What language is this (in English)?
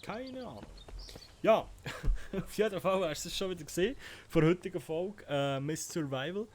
Swiss German